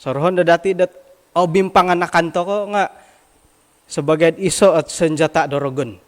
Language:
Central Dusun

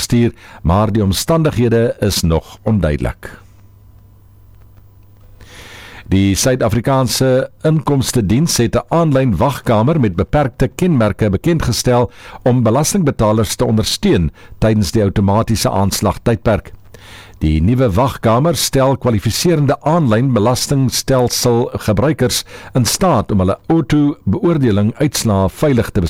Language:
Afrikaans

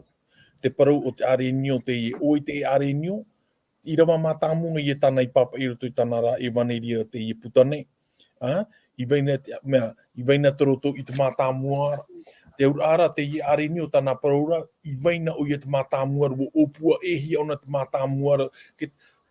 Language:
Tahitian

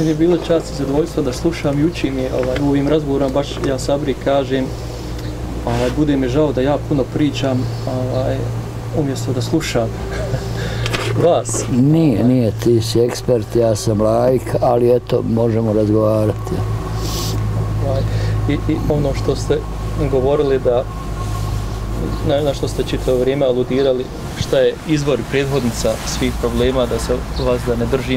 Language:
Bosnian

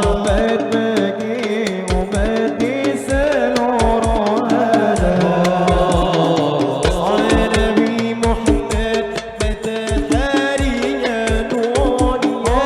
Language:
Banjar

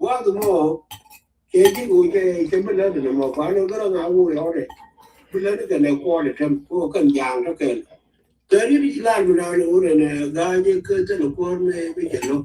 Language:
Nuer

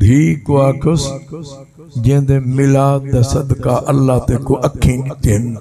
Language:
Saraiki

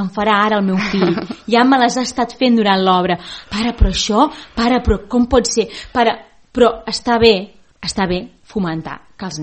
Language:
Catalan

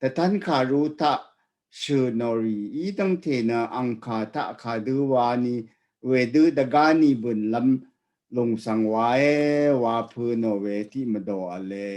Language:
Rawang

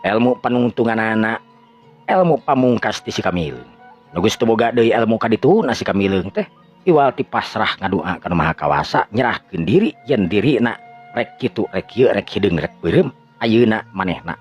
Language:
Sundanese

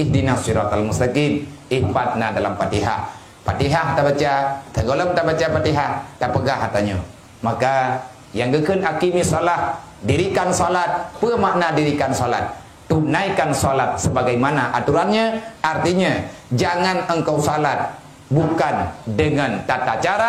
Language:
Achinese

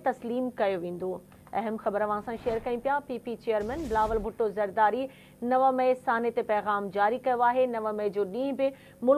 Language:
Sindhi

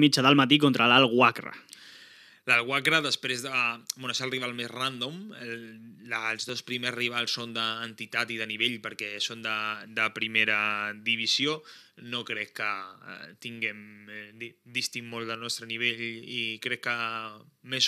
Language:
Catalan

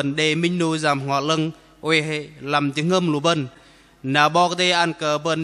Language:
Bahnar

